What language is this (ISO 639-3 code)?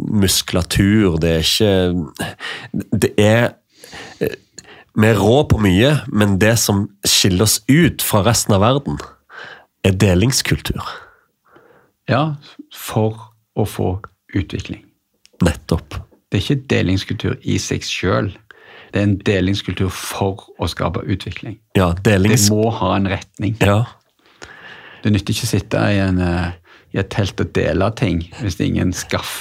nor